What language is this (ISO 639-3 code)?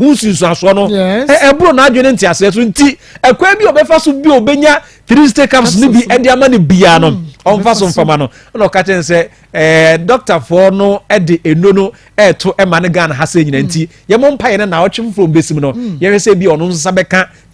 aka